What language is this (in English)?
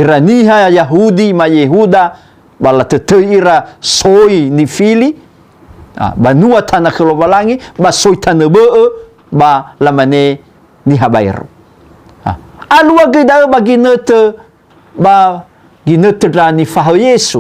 Nias